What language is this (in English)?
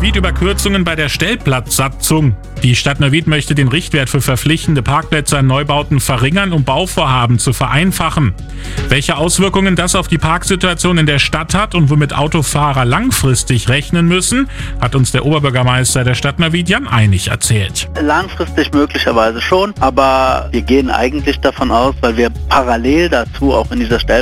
German